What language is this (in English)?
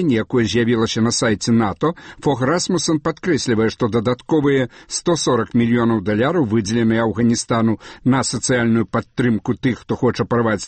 Belarusian